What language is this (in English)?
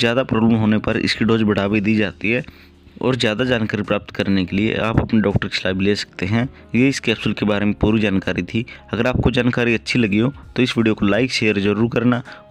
Hindi